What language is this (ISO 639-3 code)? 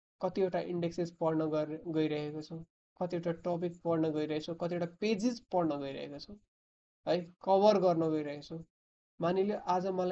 nep